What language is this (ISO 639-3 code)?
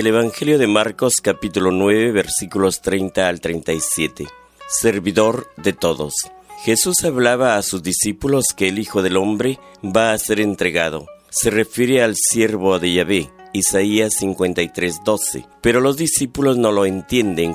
spa